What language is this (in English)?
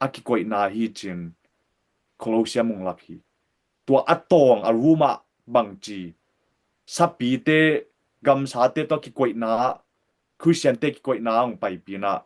Tedim Chin